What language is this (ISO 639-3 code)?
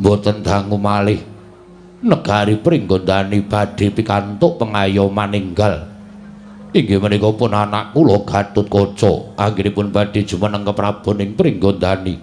jav